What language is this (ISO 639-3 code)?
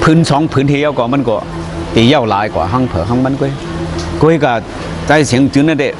shn